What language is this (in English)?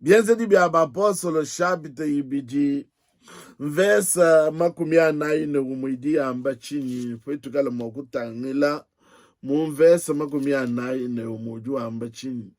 Luba-Lulua